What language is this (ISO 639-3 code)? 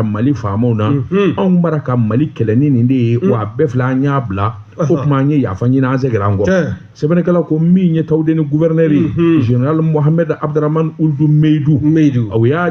bam